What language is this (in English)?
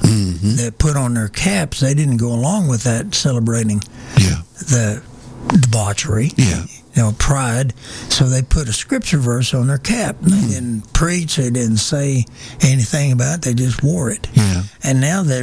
English